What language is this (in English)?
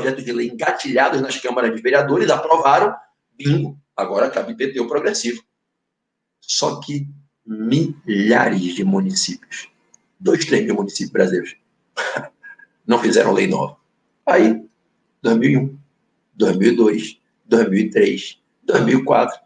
Portuguese